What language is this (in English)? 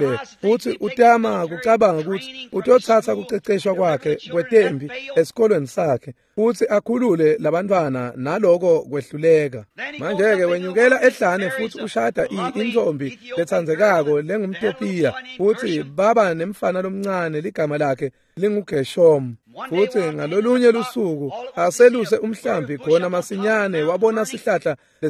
Swati